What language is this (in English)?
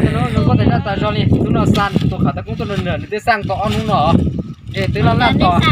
Hmong